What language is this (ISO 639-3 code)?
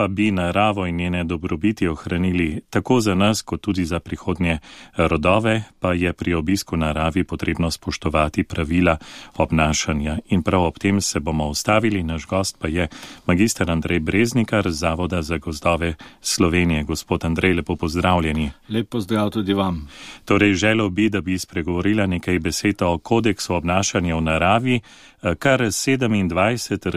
slv